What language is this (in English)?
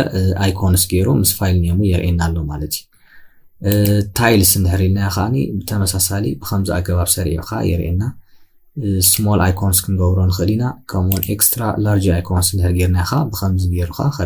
Tigrinya